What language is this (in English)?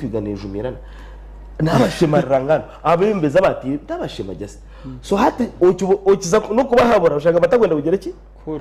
Nyankole